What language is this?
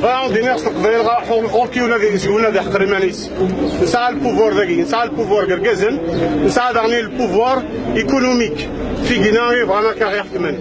Kabyle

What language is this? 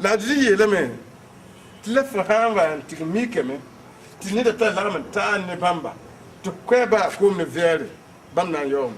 Mossi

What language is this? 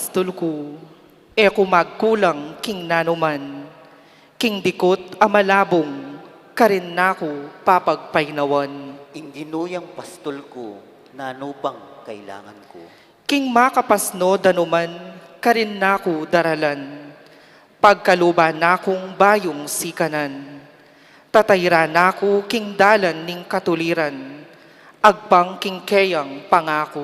Pampanga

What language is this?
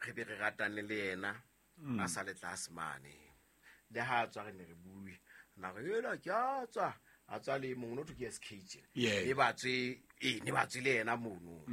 Southern Sotho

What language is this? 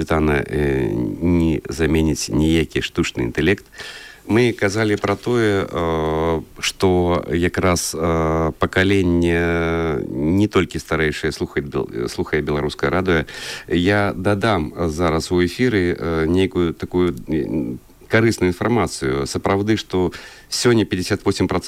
Belarusian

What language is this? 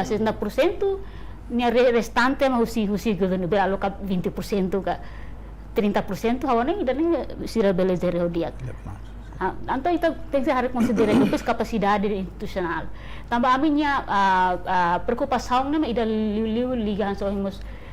Tetum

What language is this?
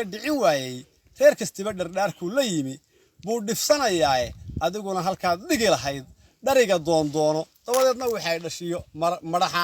Somali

